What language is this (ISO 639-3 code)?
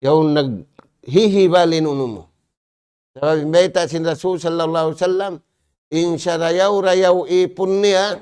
tsg